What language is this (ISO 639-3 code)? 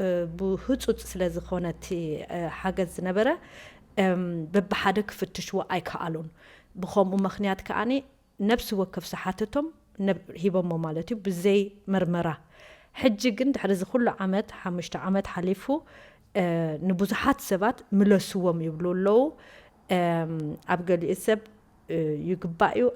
tir